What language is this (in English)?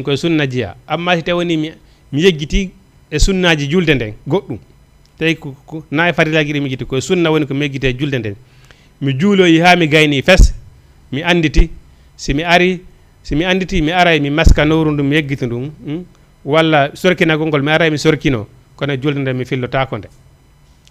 Fula